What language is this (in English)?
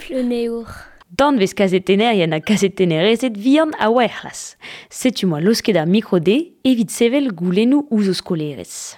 Breton